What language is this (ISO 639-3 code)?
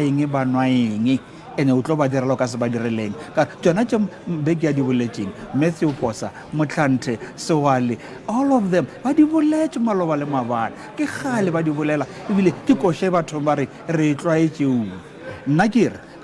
nso